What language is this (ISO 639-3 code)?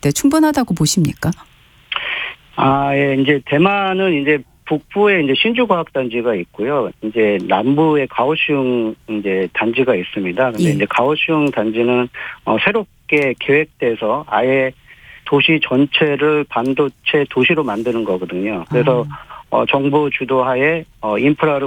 kor